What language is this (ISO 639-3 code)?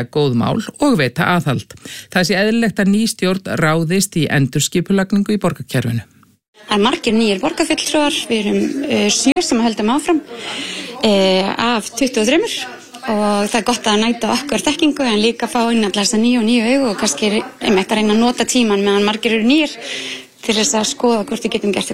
isl